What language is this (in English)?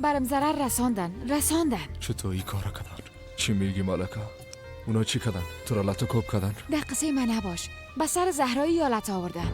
Persian